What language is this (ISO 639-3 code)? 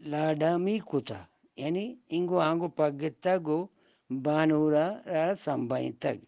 bgp